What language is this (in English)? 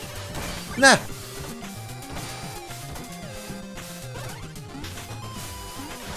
Hungarian